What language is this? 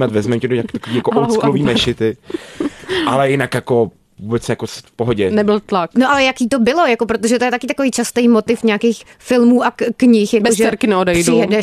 Czech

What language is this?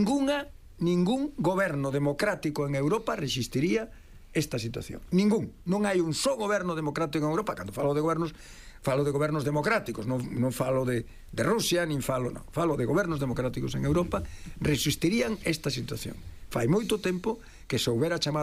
Galician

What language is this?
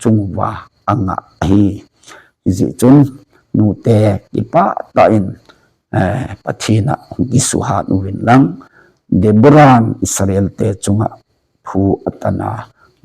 Thado Chin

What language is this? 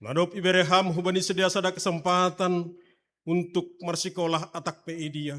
Batak Simalungun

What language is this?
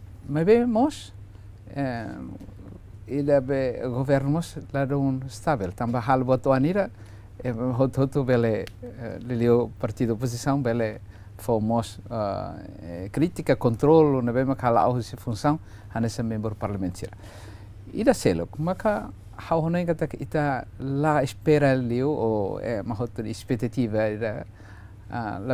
Tetum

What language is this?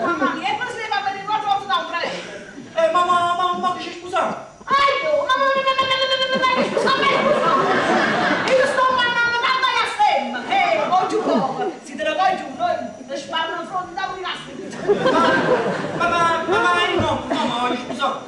Neapolitan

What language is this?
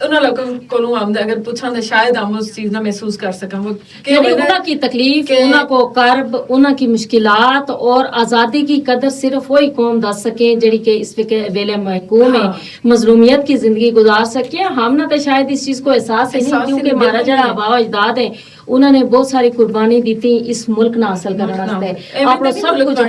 Gujari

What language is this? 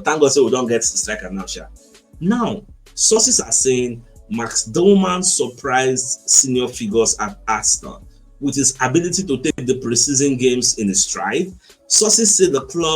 Nigerian Pidgin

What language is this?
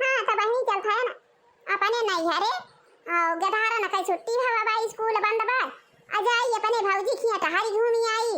Awadhi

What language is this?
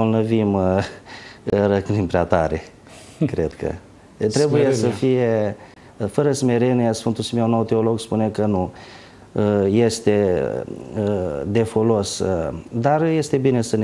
Romanian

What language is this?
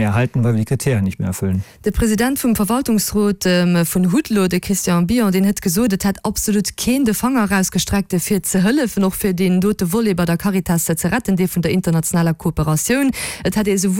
Luxembourgish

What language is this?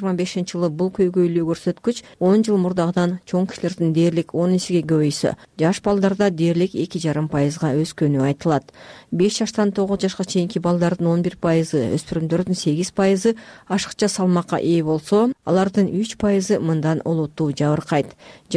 Kyrgyz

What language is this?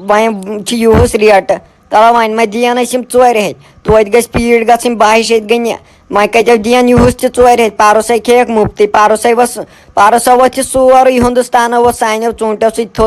Kashmiri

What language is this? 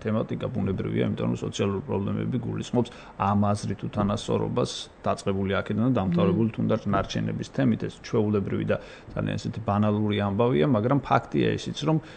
Georgian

